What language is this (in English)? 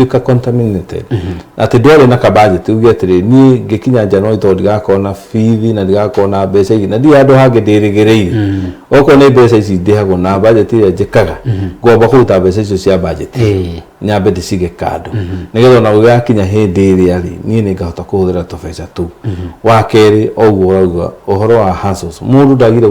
Kikuyu